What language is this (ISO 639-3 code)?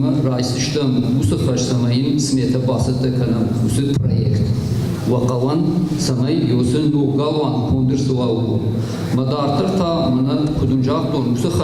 oss